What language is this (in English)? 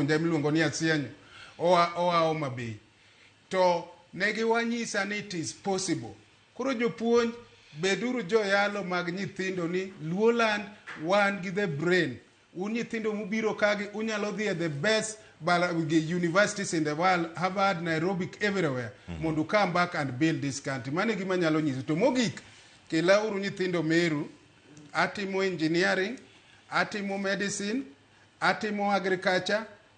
Luo (Kenya and Tanzania)